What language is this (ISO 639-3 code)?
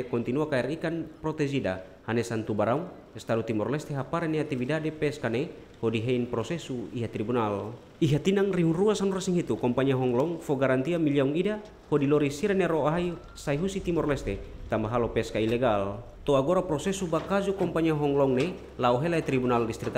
tet